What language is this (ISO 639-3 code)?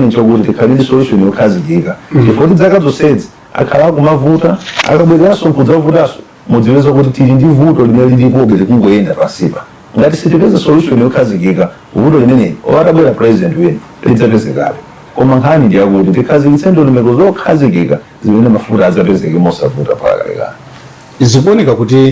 nya